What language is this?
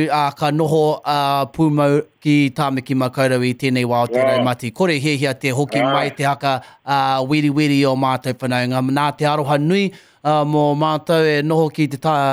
Māori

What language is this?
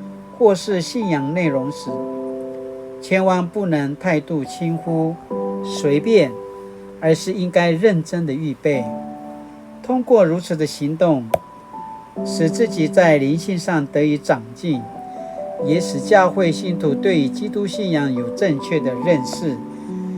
Paiwan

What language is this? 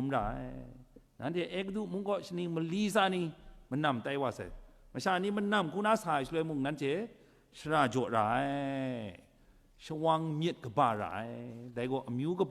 Kachin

